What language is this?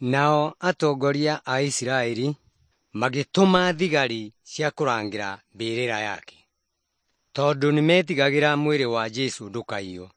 Kikuyu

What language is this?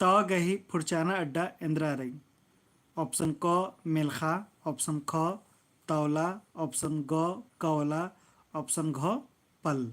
Kurukh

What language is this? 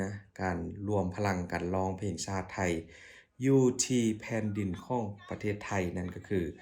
Lao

